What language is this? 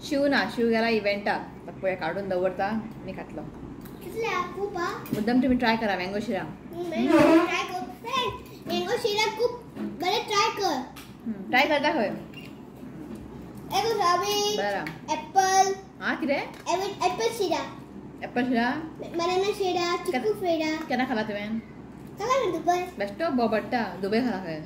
Konkani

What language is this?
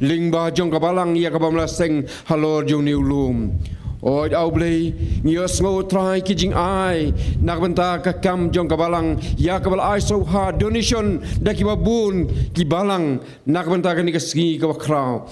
Khasi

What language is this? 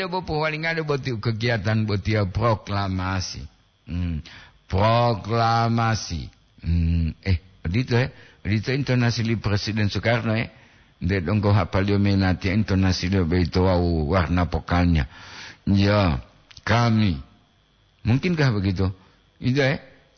Gorontalo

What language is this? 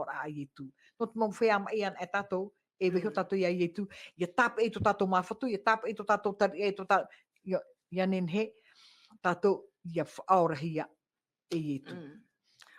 Tahitian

